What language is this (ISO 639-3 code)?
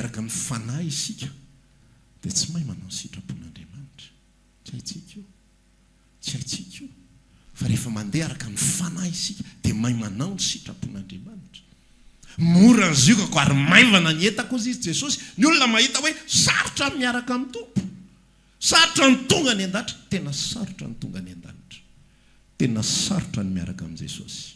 mlg